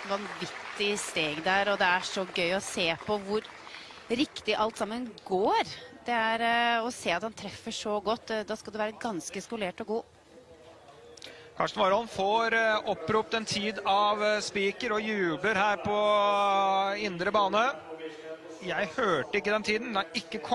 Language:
Norwegian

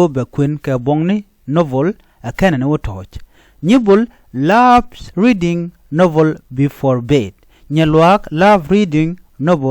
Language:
Nuer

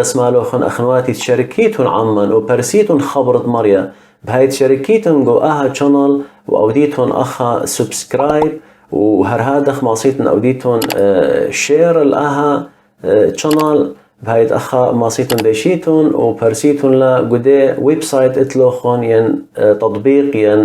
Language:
Assyrian Neo-Aramaic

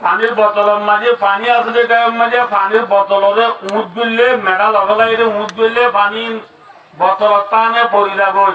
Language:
Rohingya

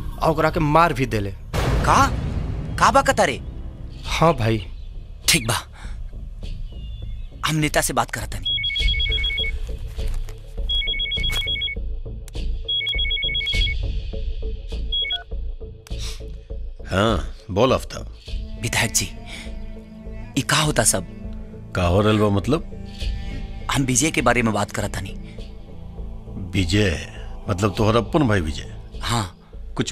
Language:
Bhojpuri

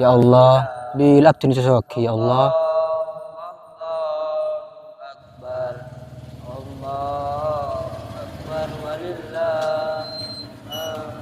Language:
Madurese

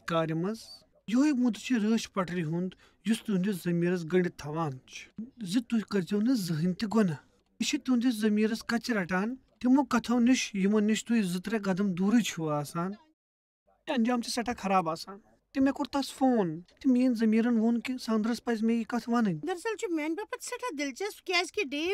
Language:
Kashmiri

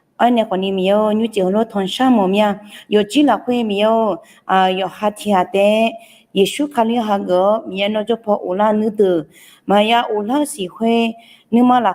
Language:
Akha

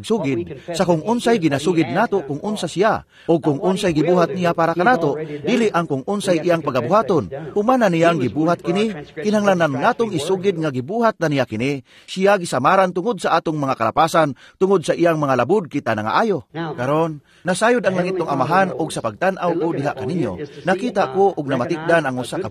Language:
Cebuano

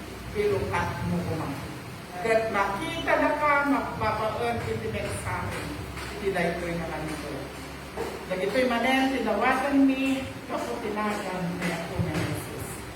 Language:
Iloko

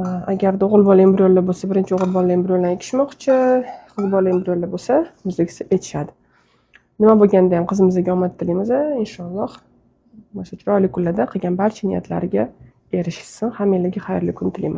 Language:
Uzbek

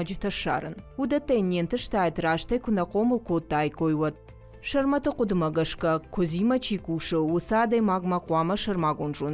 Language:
Ossetic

